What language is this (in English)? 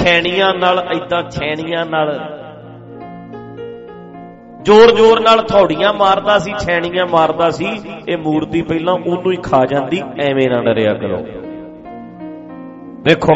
Punjabi